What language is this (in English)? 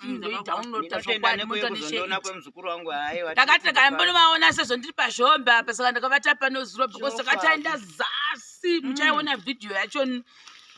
Shona